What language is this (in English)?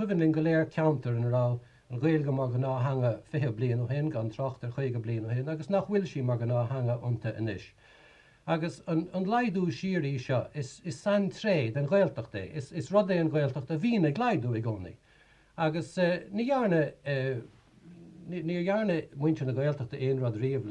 Irish